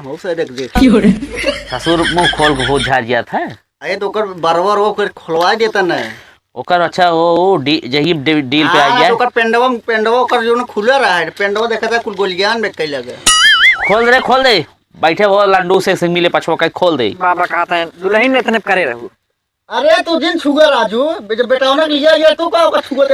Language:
Awadhi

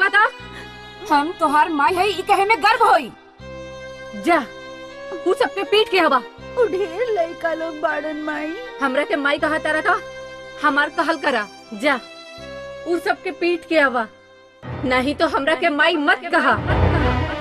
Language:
Bhojpuri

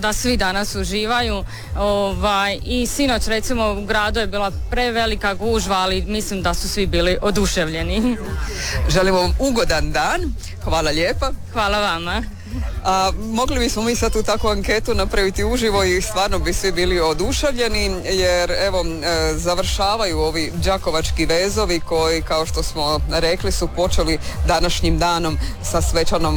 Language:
Croatian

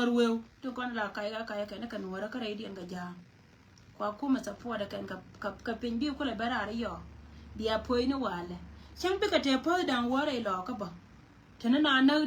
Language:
Nuer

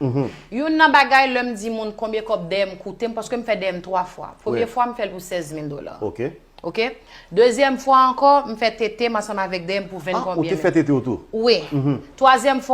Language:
Haitian Creole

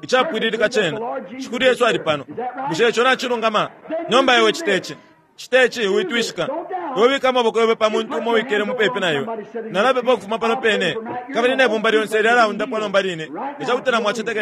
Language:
Bemba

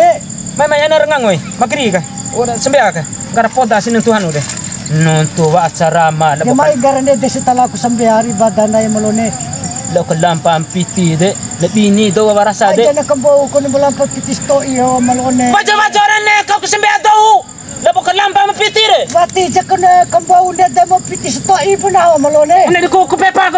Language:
Bima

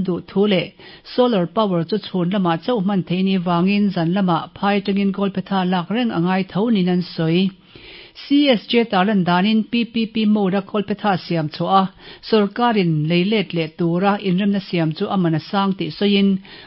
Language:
Mizo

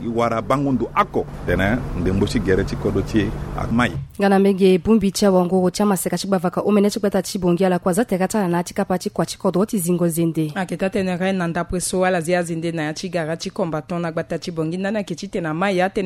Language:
Sango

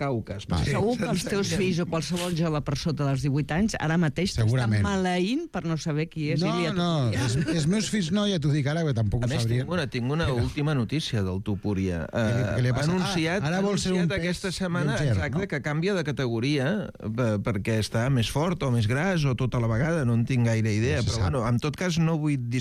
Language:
Catalan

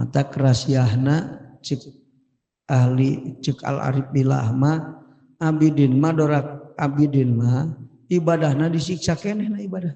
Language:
Sundanese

